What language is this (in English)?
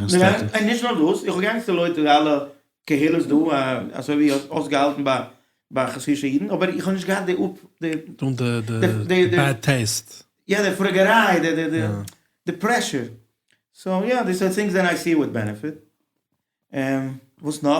Yiddish